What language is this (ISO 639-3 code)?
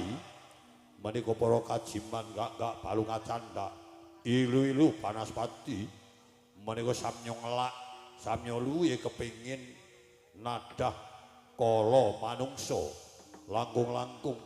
jav